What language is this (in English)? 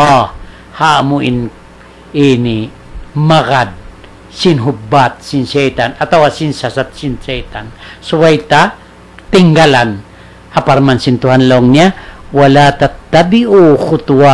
Tausug